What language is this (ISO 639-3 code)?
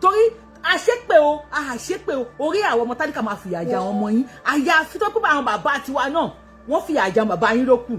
yor